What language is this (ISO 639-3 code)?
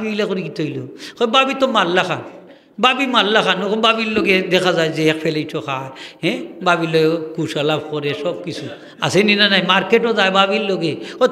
syl